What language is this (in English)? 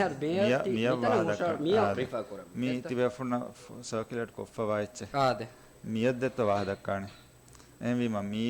Divehi